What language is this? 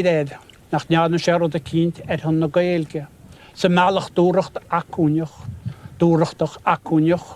Irish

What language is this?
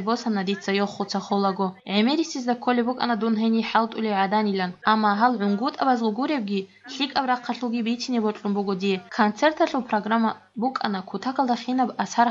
Avaric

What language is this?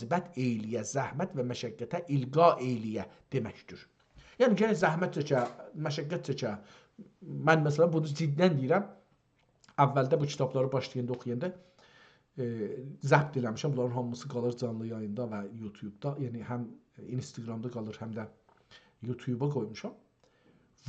South Azerbaijani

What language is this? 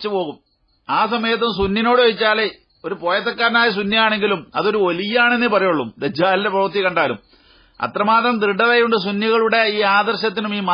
Malayalam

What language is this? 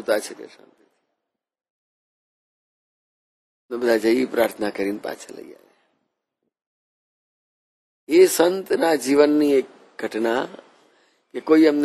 Gujarati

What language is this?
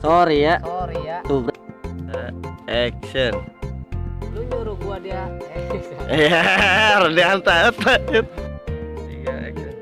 Betawi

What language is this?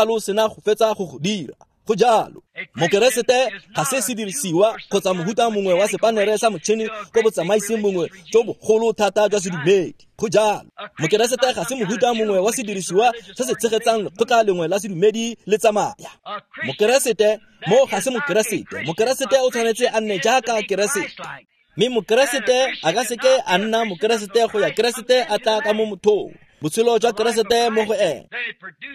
Tswana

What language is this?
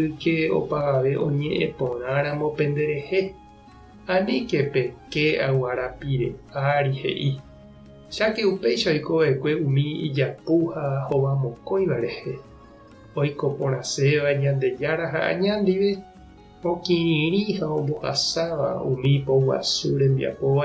Guarani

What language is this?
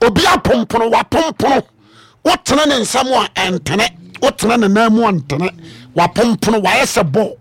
Akan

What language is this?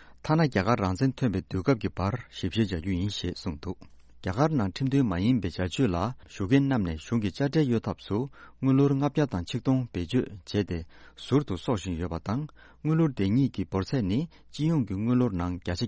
Tibetan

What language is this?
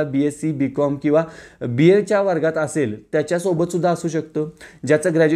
Marathi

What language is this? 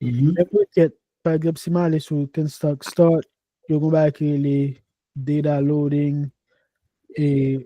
Haitian Creole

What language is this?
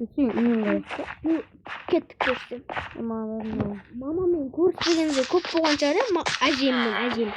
Kazakh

